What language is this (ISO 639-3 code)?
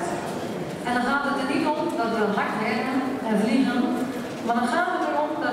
nld